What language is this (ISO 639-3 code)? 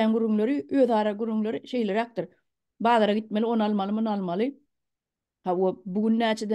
tuk